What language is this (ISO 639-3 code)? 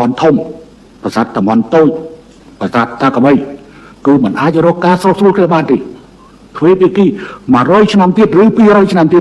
khm